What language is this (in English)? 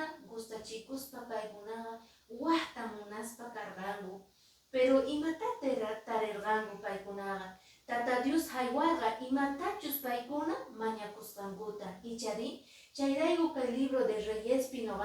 Quechua